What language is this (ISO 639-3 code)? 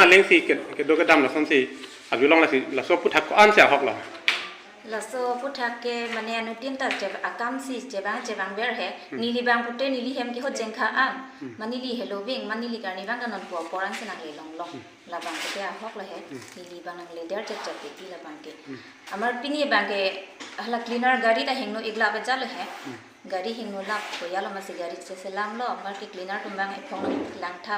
mjw